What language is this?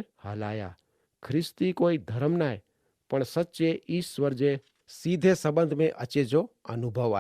Kachhi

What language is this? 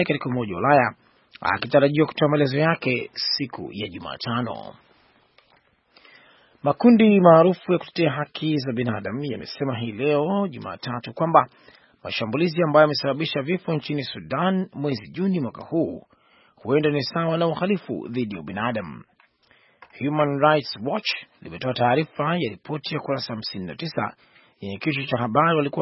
Swahili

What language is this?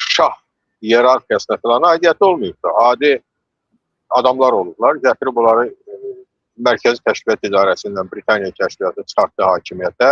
Azerbaijani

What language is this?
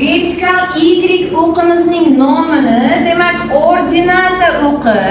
Uzbek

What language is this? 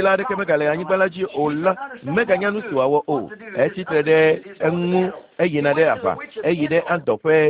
Ewe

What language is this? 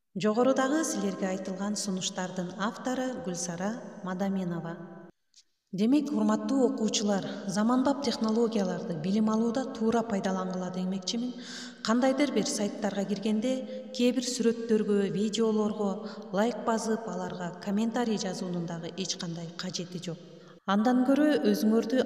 Kyrgyz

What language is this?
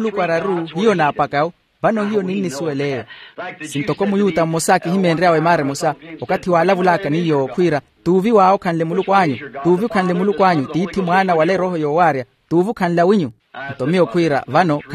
Makhuwa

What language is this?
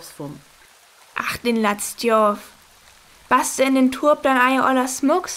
Northern Frisian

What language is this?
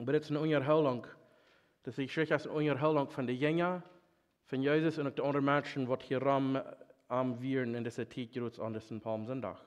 Plautdietsch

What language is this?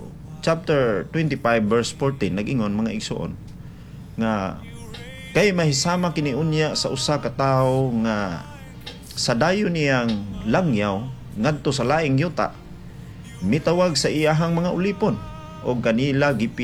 Cebuano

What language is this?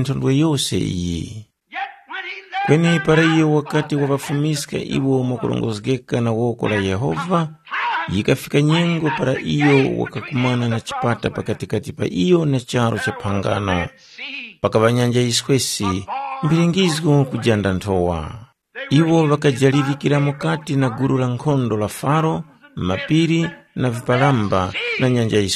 Tumbuka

